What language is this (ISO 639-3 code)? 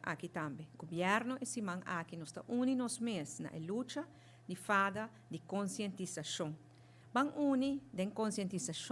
pap